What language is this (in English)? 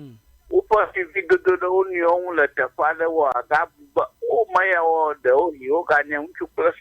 Ewe